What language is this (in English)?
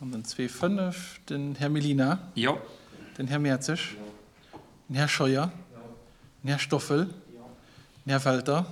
Luxembourgish